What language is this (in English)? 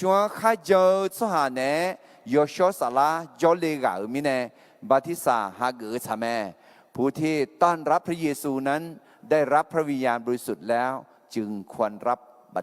Akha